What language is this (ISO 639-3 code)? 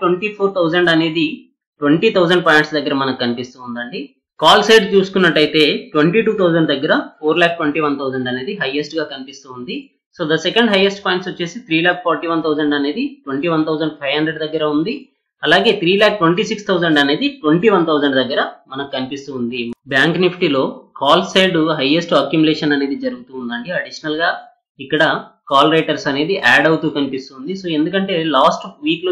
tel